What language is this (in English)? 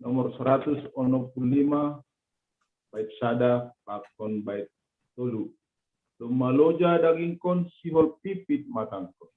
Batak Simalungun